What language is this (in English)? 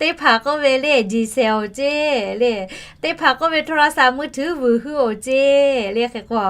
Lahu